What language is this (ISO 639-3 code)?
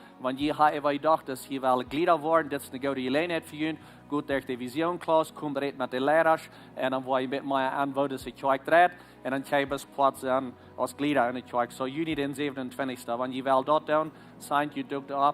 pdt